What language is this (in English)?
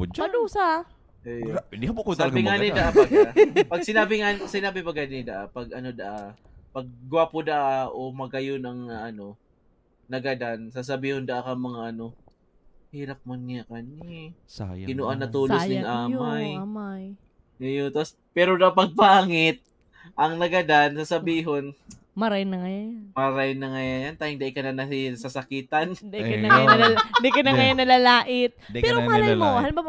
Bikol